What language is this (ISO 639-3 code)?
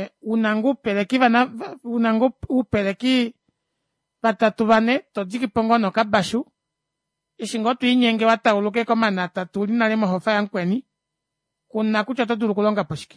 kua